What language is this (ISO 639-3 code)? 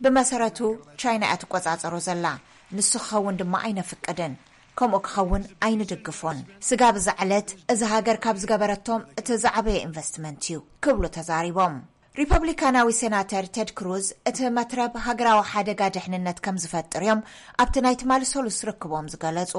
tir